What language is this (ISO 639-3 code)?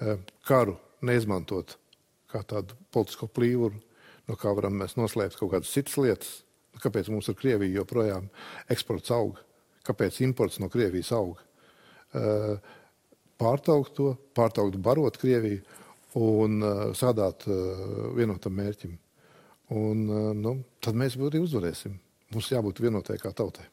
lav